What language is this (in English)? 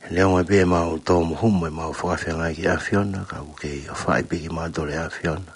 Tongan